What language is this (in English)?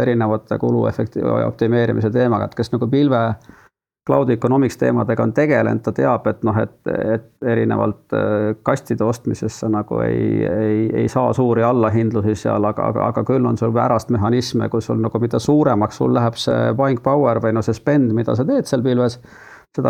Estonian